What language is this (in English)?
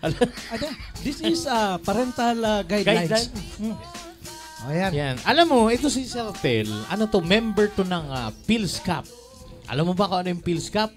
Bikol